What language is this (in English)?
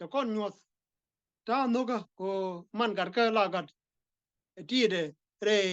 Nuer